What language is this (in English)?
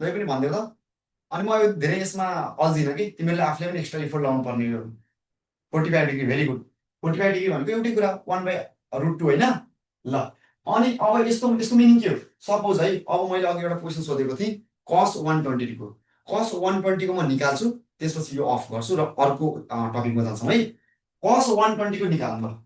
Nepali